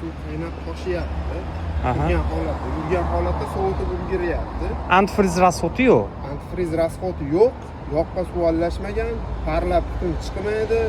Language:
Uzbek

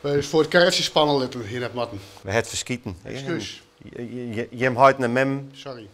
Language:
Western Frisian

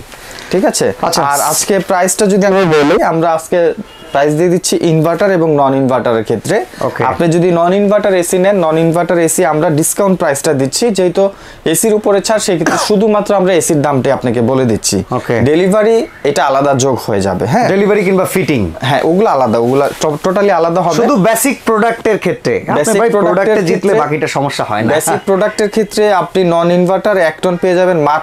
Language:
Bangla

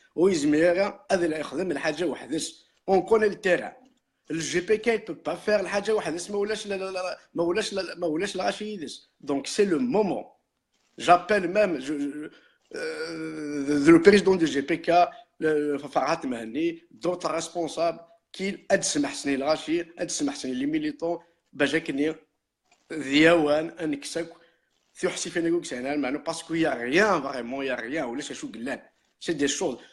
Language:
Kabyle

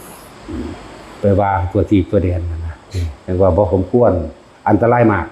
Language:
Northeastern Thai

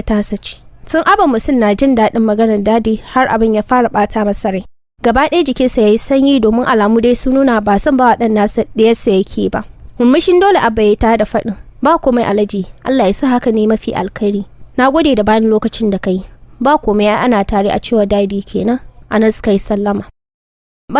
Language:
Hausa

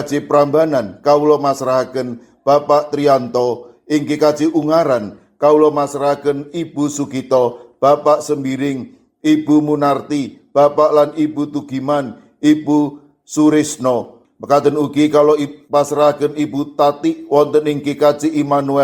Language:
Javanese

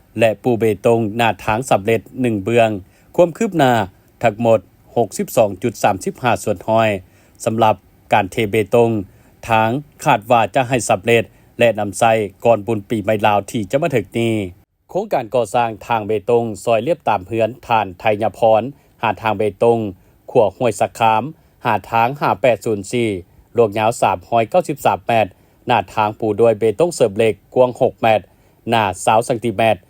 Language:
Lao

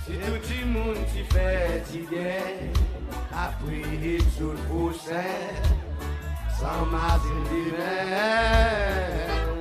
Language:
Seselwa Creole French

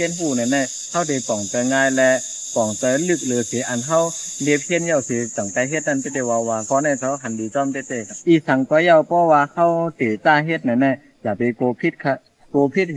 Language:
Shan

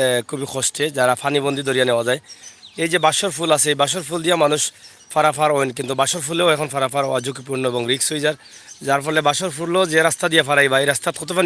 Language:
Sylheti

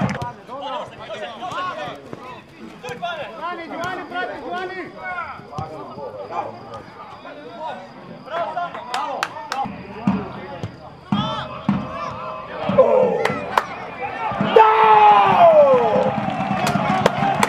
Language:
Croatian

